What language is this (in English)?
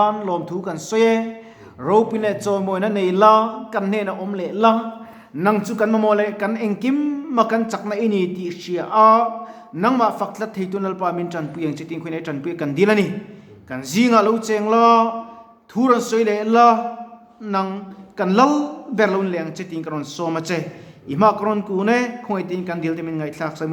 Mizo